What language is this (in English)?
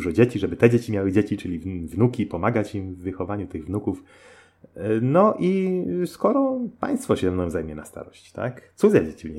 Polish